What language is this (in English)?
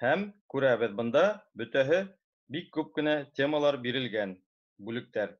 Bashkir